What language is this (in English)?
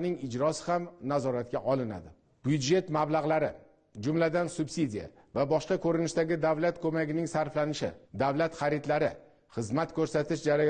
Uzbek